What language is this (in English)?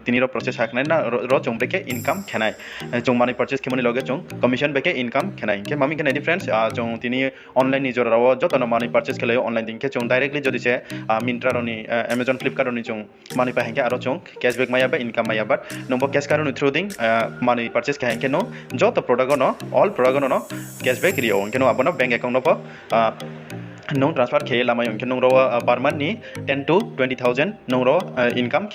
Riang (India)